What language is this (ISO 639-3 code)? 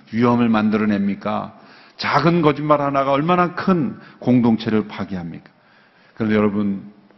kor